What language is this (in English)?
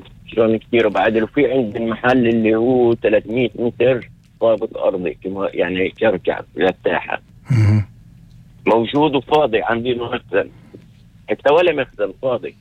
North Levantine Arabic